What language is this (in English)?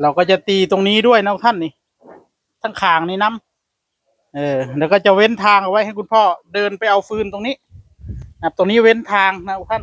Northeastern Thai